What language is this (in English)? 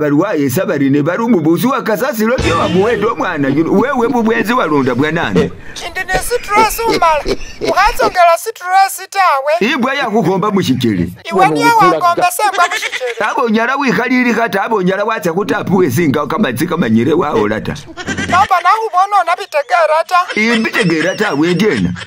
Masaaba